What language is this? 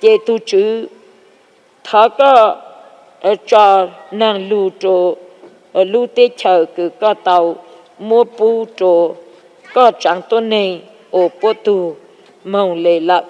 Hmong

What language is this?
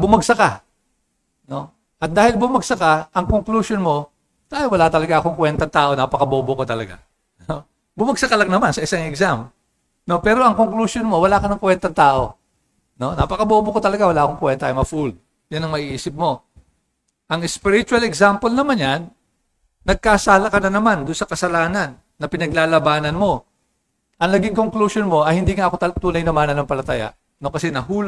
Filipino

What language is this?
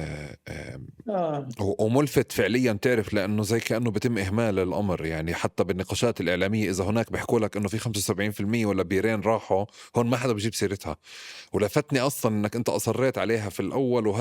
North Levantine Arabic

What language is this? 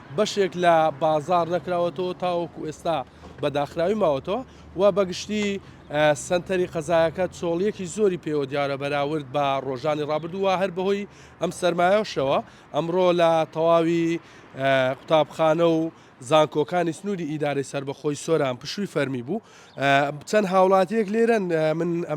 Central Kurdish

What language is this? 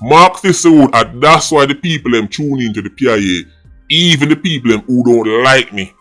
Jamaican Creole English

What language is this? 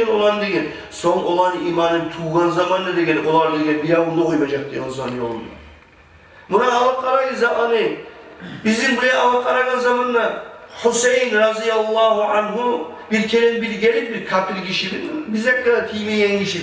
Kumyk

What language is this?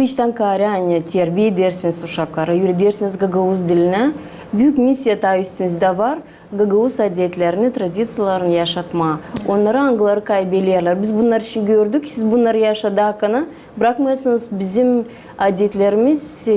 Gagauz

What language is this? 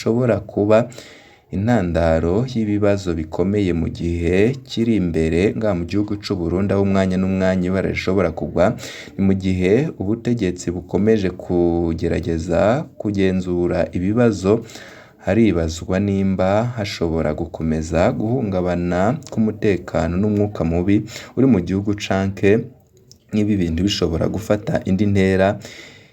Rundi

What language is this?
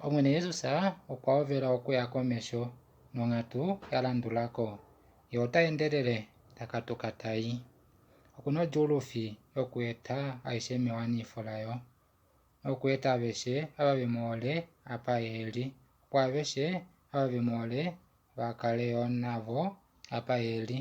Kuanyama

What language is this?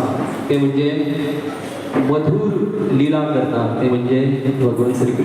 Konkani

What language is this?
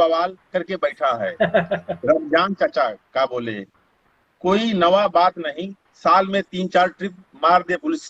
Awadhi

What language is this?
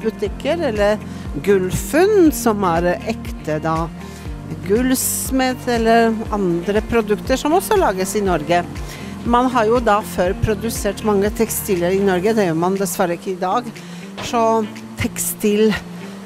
Norwegian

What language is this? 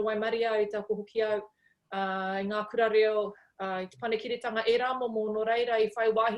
Māori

